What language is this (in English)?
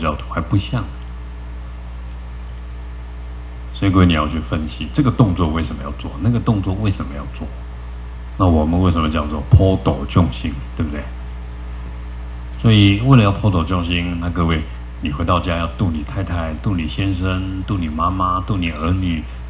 Chinese